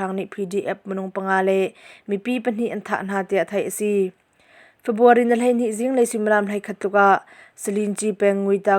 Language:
Hakha Chin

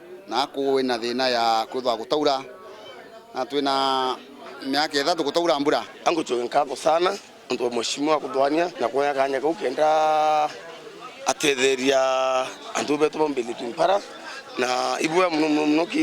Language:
Meru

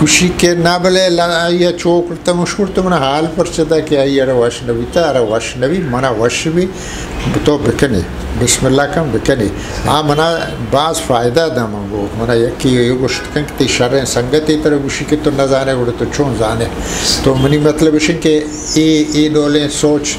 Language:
Eastern Balochi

